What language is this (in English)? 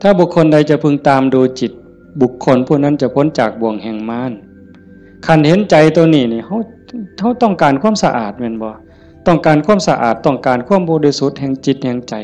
Northeastern Thai